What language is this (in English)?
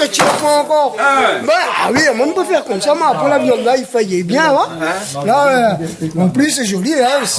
Réunion Creole French